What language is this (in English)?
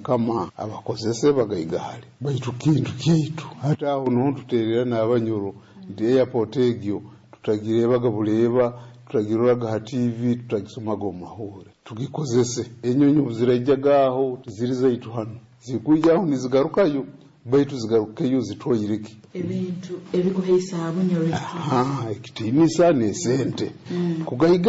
Nyoro